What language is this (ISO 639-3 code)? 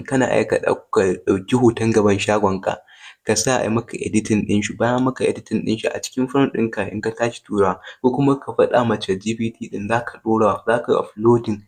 hau